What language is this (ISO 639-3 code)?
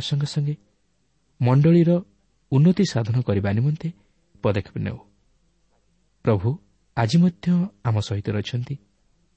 ori